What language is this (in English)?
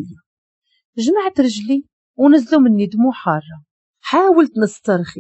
Moroccan Arabic